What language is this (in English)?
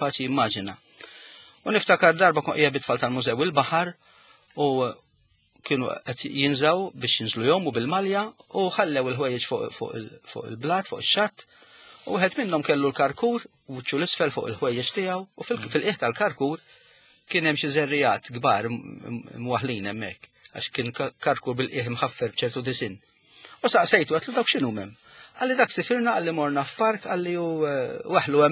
Maltese